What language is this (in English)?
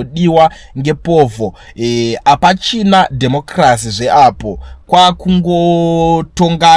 Shona